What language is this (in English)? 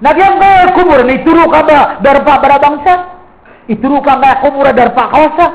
Maranao